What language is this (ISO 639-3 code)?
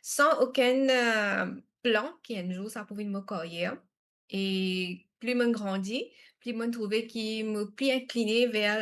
mfe